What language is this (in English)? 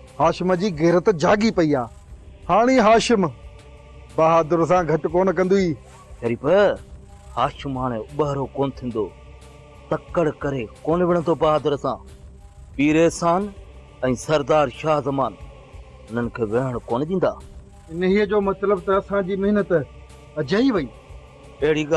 Sindhi